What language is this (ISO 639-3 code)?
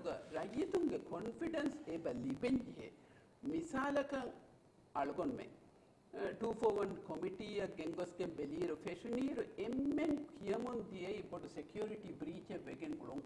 div